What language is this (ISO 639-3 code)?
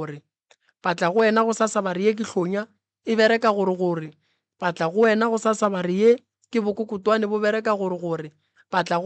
nso